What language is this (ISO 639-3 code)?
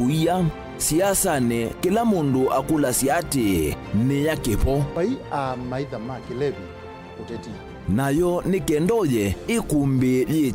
kam